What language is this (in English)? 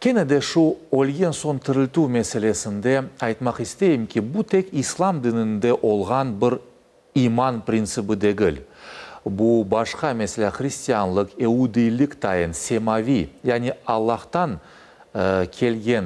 Crimean Tatar